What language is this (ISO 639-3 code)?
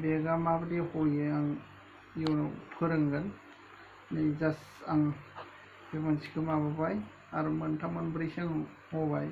brx